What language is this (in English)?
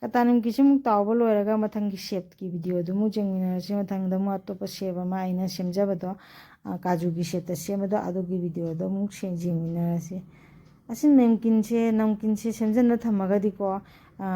Manipuri